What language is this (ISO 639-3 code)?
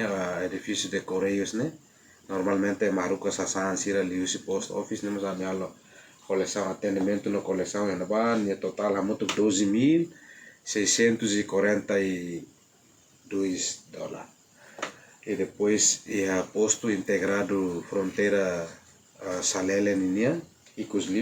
tet